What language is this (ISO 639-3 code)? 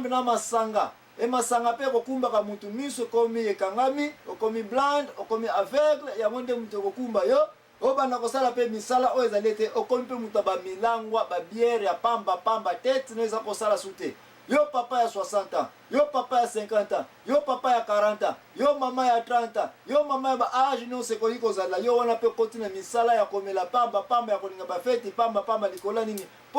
lin